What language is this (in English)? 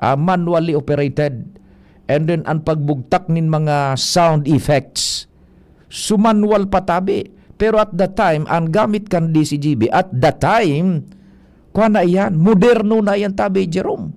Bikol